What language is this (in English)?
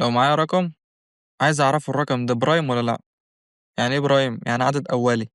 Egyptian Arabic